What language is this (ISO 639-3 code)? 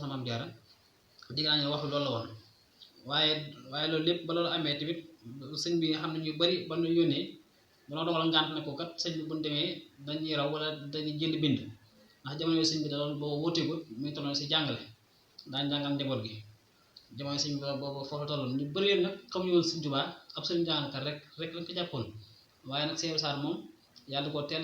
wol